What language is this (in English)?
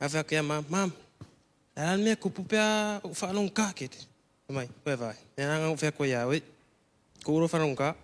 Samoan